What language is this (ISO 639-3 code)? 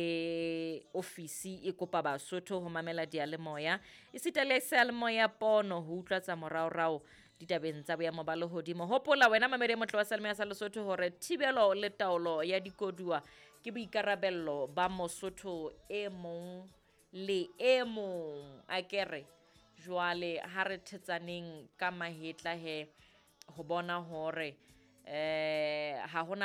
sot